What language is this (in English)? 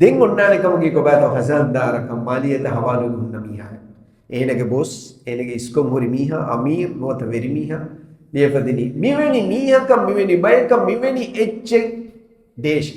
Divehi